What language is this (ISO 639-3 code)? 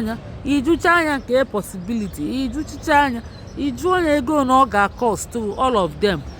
ibo